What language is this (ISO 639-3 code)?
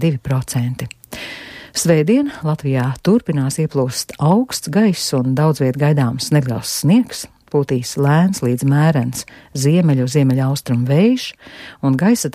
lav